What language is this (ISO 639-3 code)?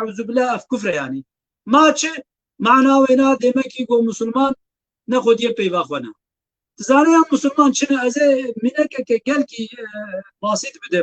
kur